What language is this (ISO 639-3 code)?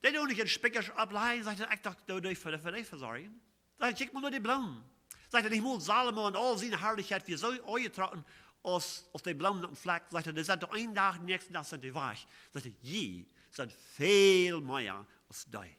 pdt